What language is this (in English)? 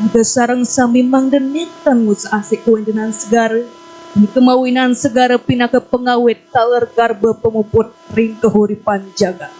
Balinese